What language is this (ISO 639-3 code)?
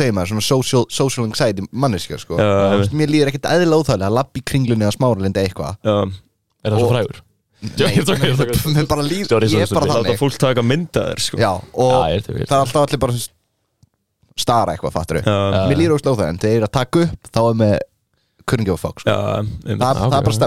isl